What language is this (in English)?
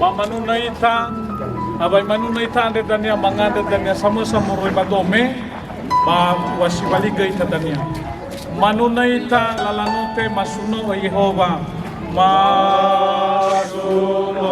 Nias